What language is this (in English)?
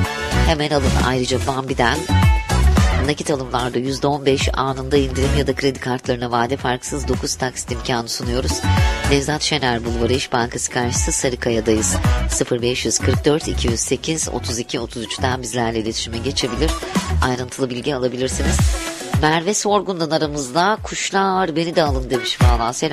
Turkish